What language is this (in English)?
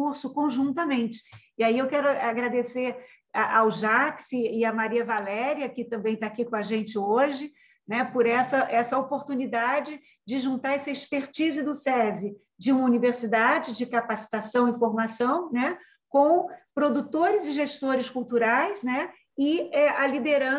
Portuguese